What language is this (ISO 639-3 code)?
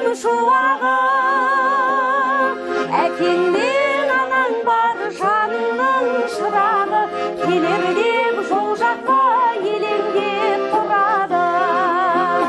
kaz